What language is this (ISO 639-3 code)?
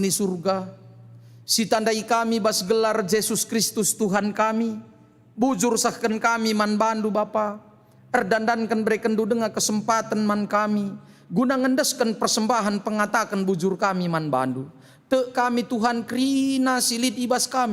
btx